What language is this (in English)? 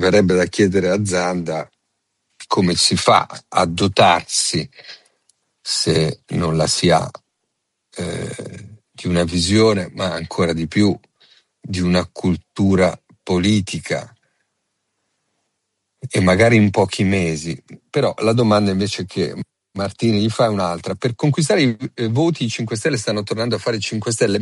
Italian